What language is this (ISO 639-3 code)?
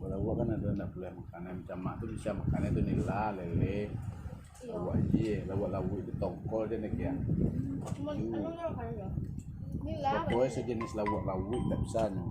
min